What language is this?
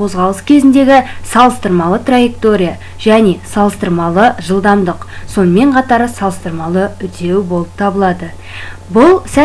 Kazakh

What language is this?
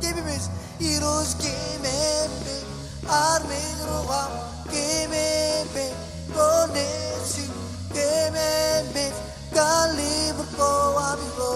Marshallese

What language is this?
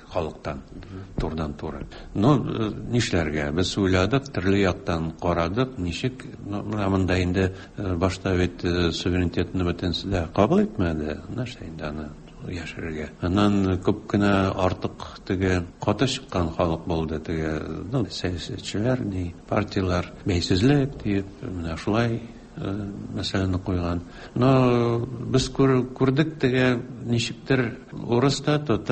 Tatar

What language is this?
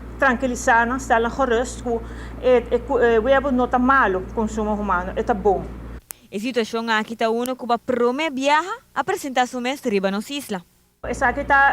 Papiamento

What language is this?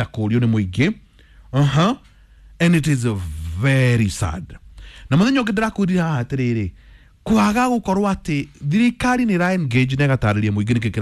Kikuyu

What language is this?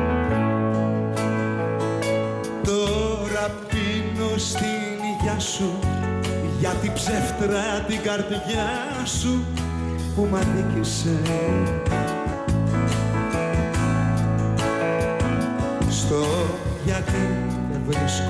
Greek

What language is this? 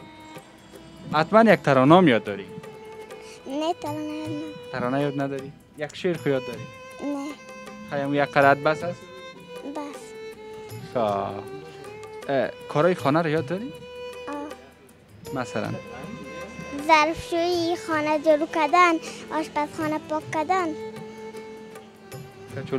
Persian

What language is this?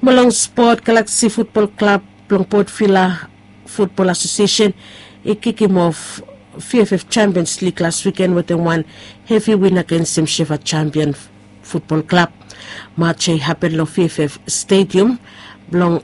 Bislama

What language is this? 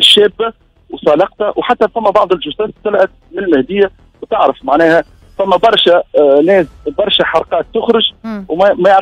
Tunisian Arabic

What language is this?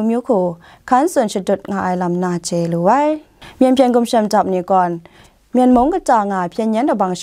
Kachin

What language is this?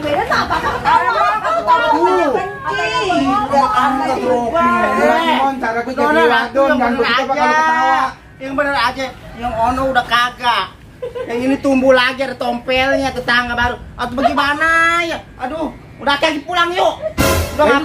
Betawi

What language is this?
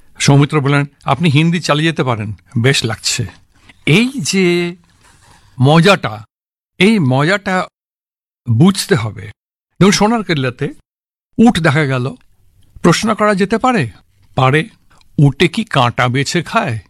Bangla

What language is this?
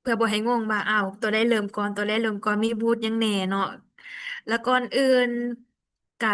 Lao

